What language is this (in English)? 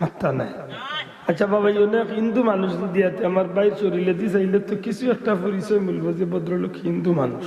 Sylheti